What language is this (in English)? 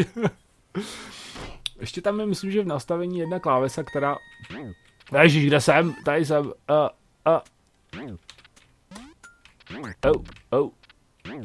Czech